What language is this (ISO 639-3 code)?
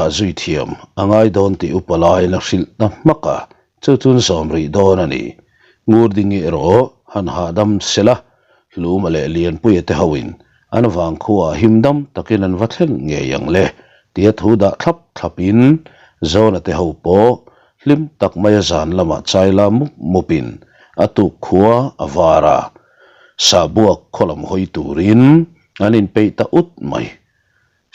lus